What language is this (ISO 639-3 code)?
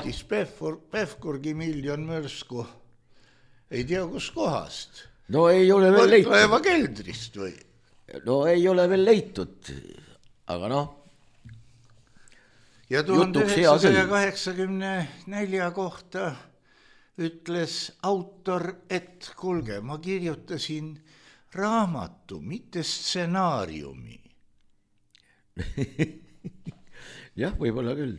est